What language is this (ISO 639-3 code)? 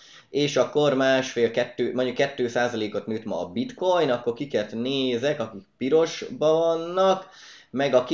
hun